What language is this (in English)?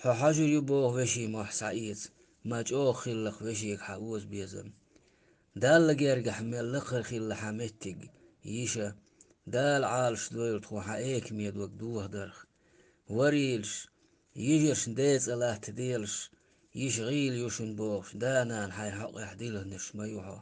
Chechen